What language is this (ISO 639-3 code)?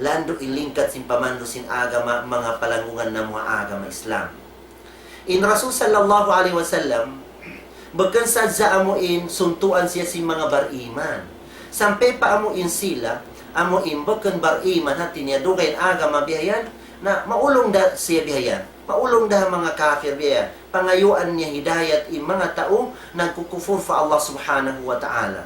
tsg